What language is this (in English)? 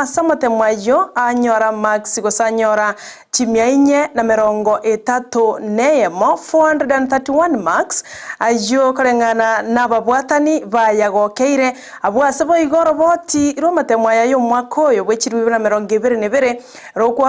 Gusii